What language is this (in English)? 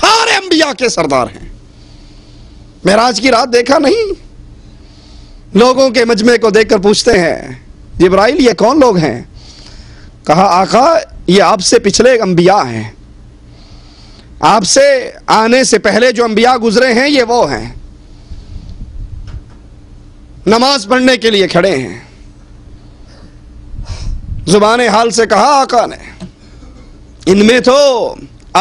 Urdu